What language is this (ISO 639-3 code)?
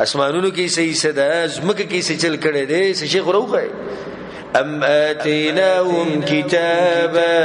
pus